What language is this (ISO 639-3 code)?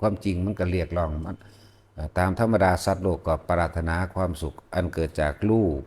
lao